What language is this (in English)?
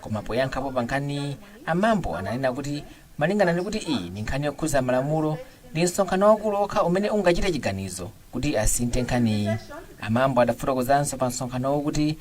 Nyanja